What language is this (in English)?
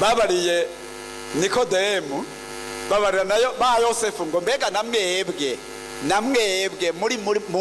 Rundi